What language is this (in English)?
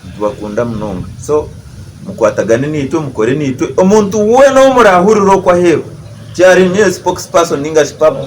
Nyankole